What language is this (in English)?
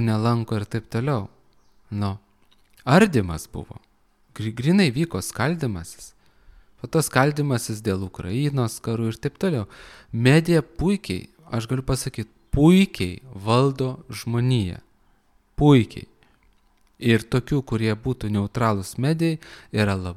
Lithuanian